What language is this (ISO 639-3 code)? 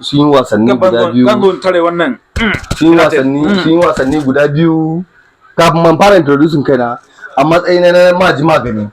hau